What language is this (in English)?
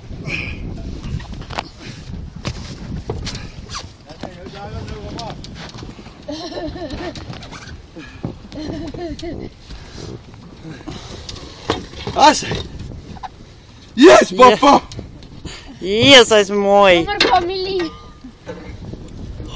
Afrikaans